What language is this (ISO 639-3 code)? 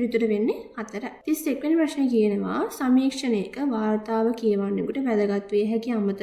sin